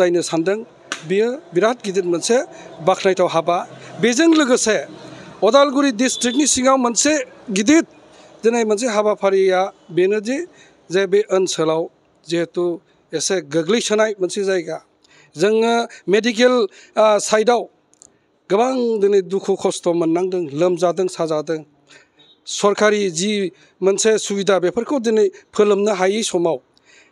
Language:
Bodo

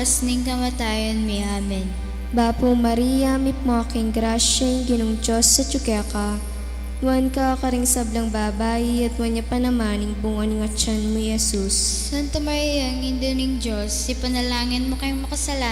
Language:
Pampanga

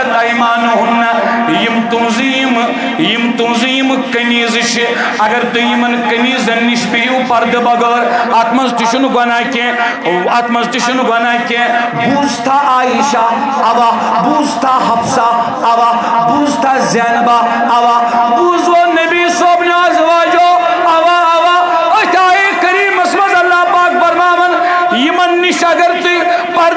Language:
Kashmiri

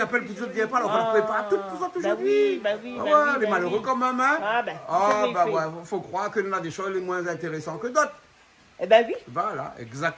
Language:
Réunion Creole French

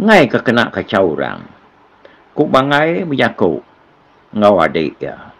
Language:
Iban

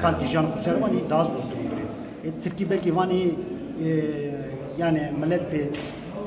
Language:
Zaza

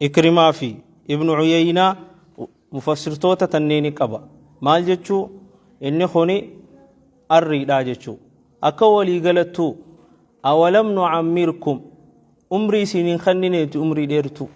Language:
Oromo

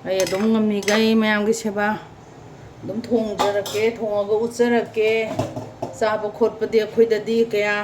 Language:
Manipuri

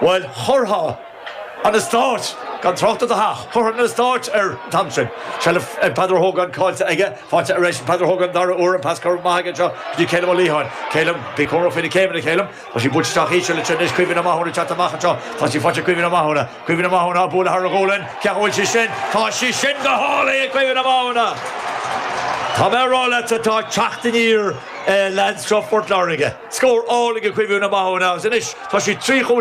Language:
Irish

